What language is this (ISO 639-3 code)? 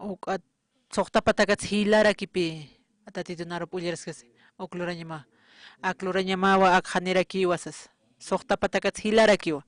aym